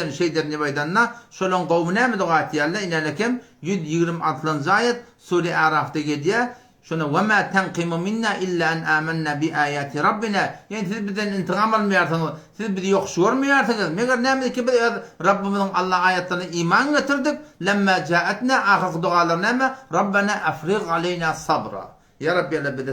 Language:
Turkmen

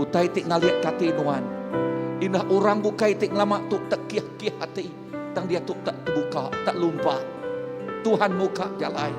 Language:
Iban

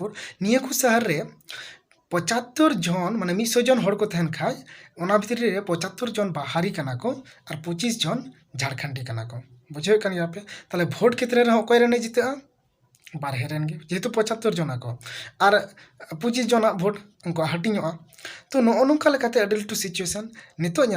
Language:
Santali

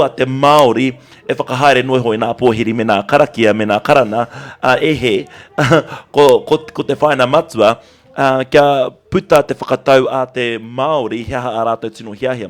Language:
Māori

